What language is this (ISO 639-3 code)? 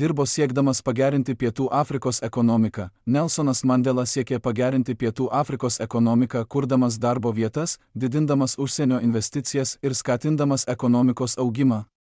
lit